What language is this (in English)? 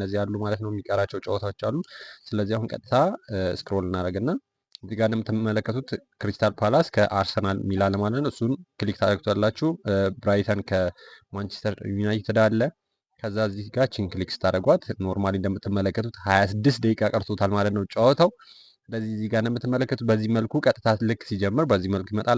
Amharic